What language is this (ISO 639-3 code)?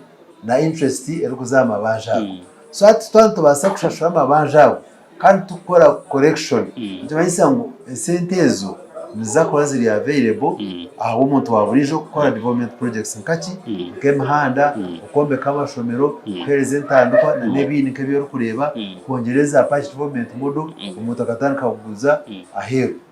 nyn